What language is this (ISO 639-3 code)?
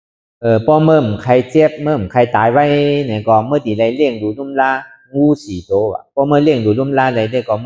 shn